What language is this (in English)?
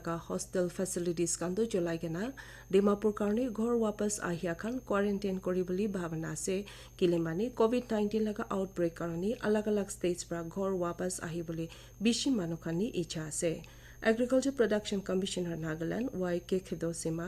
Naga Pidgin